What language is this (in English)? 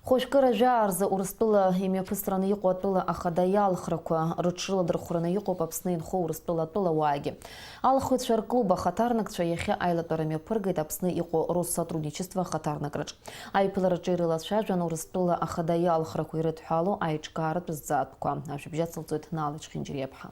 Abkhazian